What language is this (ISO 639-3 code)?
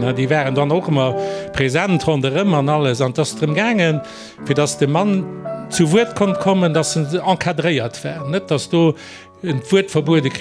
ltz